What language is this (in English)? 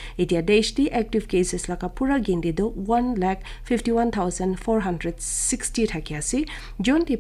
Naga Pidgin